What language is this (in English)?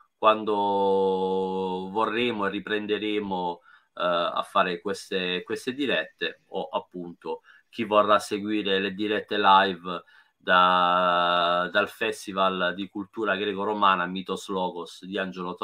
Italian